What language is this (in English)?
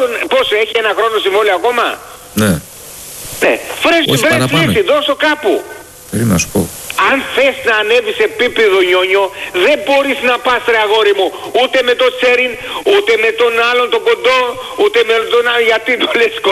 Greek